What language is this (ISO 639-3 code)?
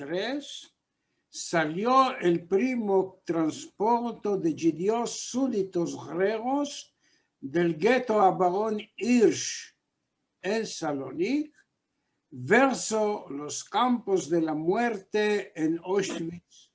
lad